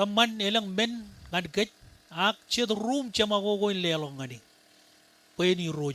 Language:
Marshallese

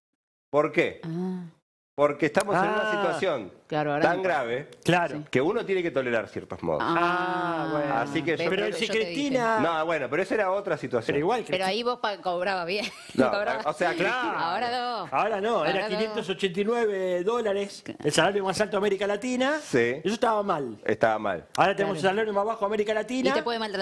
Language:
Spanish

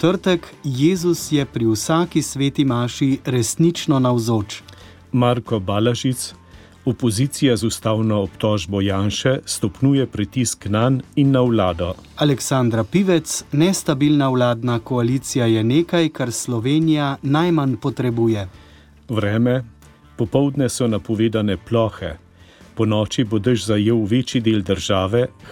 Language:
Slovenian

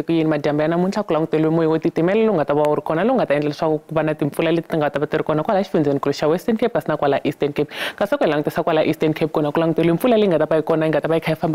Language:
Tsonga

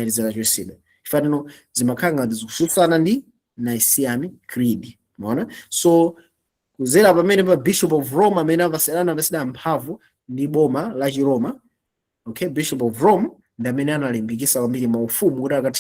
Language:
Nyanja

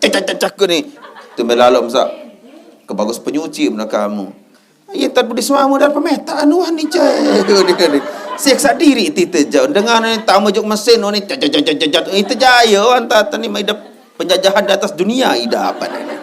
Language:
Sasak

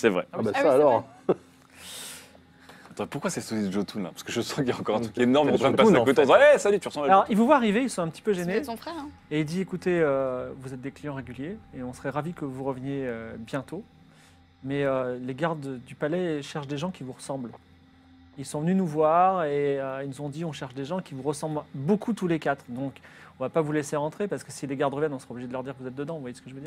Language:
French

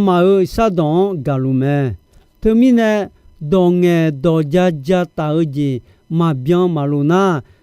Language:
Akha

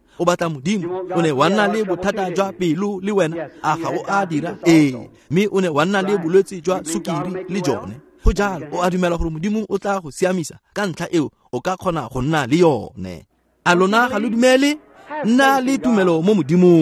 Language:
Tswana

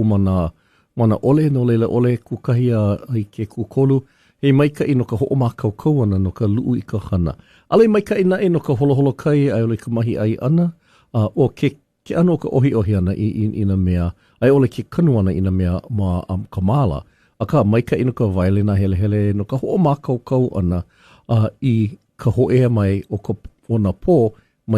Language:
Hawaiian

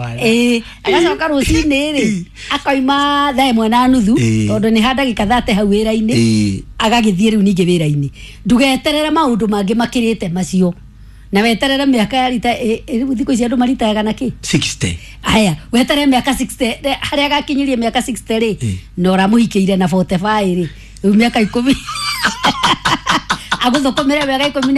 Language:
Kikuyu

